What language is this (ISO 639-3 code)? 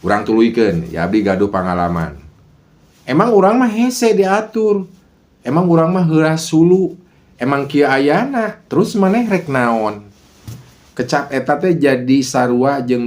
sun